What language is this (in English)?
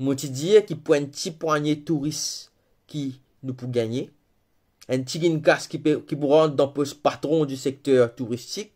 Morisyen